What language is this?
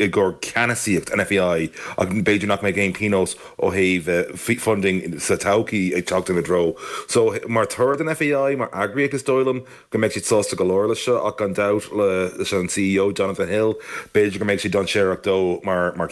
Irish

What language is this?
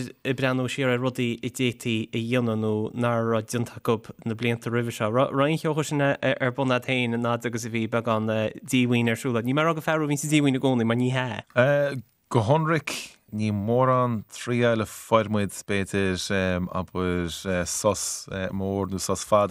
Irish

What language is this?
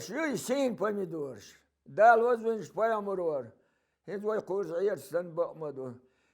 Chechen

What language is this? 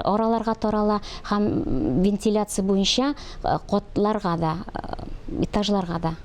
Tatar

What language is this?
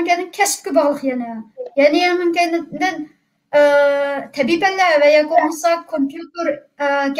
Uyghur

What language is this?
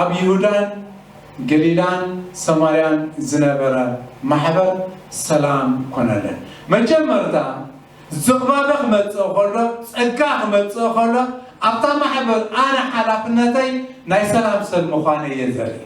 Tigrinya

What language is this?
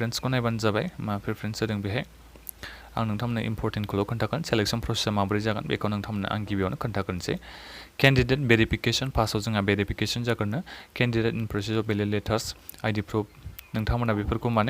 Bodo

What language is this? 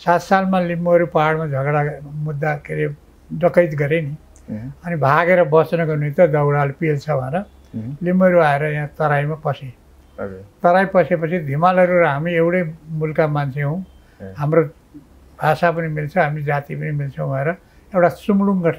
Nepali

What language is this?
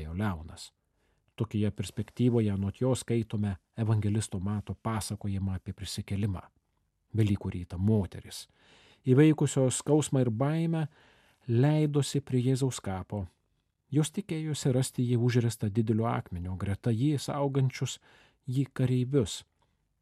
Lithuanian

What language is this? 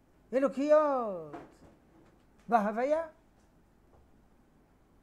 Hebrew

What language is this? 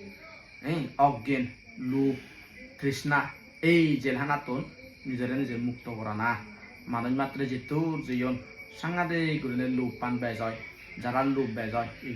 Chakma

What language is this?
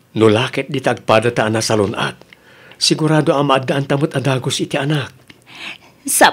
Iloko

